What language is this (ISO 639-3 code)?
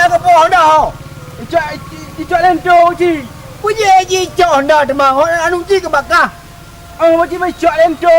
ace